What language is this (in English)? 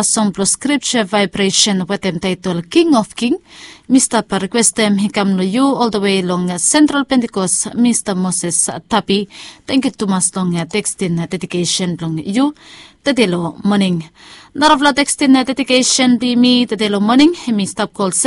Bislama